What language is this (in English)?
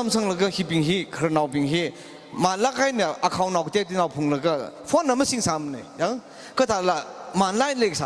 Tangkhul Naga (India)